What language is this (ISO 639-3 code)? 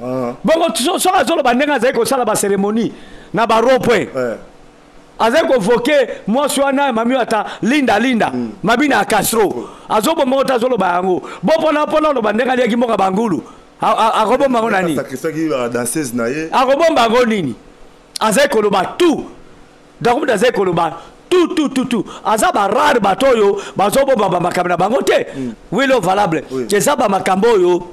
lin